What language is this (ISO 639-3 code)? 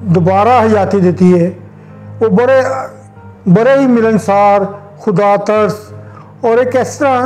lah